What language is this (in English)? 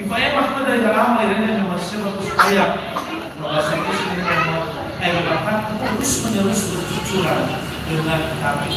Nias